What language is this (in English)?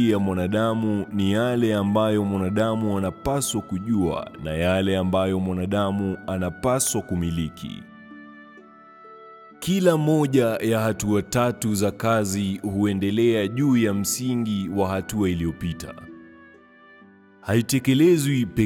Swahili